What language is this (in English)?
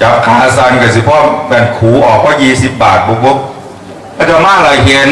Northeastern Thai